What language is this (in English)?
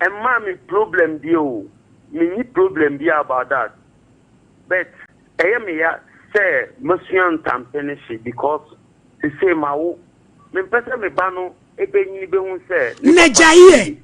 Akan